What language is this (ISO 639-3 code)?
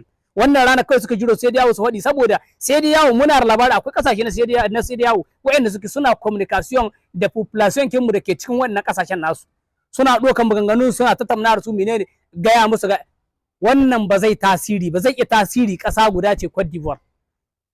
hau